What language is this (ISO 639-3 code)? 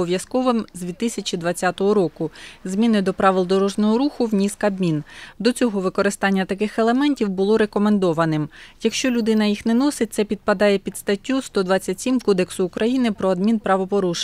ukr